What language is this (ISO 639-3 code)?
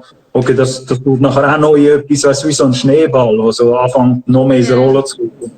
gsw